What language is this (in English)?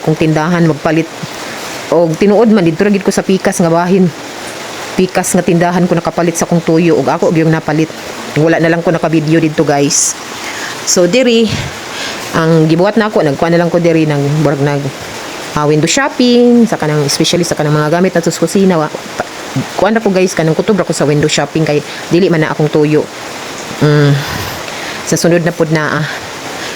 Cebuano